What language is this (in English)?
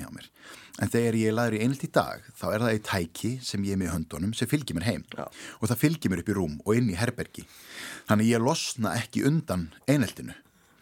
Icelandic